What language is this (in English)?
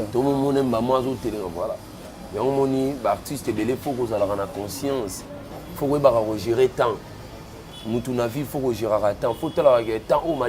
Lingala